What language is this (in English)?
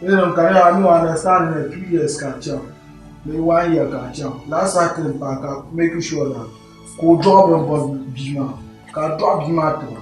Dagbani